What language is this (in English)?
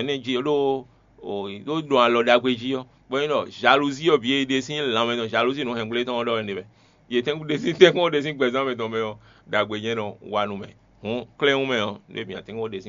Fon